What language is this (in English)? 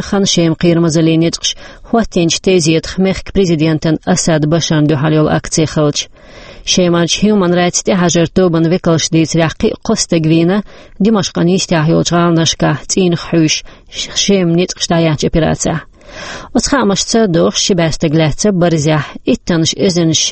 Chechen